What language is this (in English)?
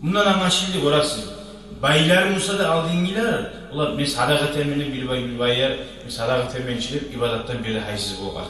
Kumyk